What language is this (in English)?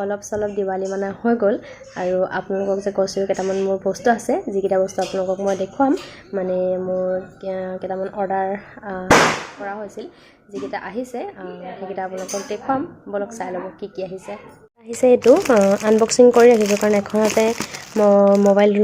Assamese